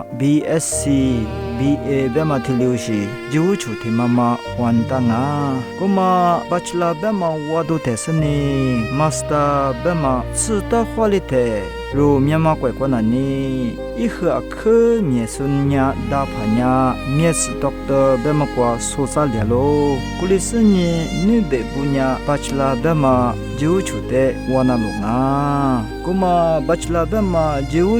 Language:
Lisu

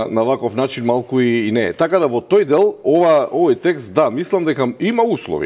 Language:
Macedonian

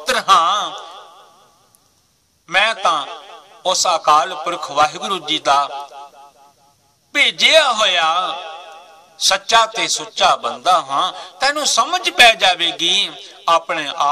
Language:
Punjabi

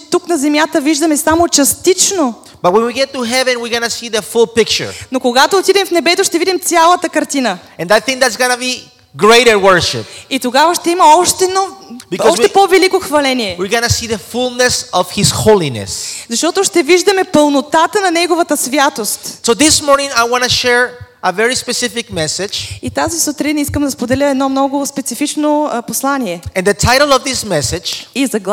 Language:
Bulgarian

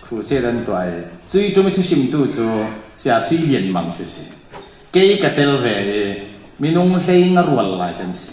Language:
Falam Chin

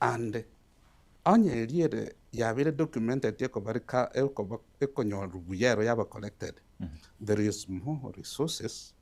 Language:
Gusii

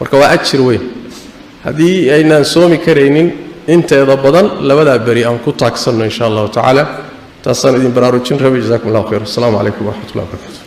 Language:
Somali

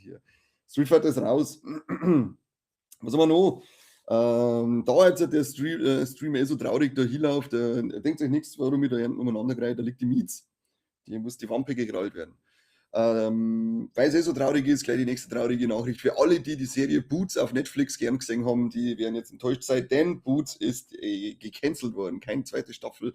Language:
Bavarian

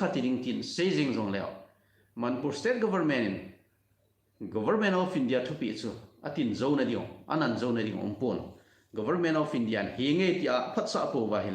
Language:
Thado Chin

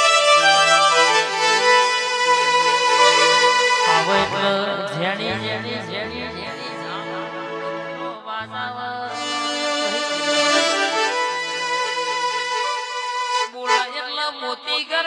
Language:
Gujarati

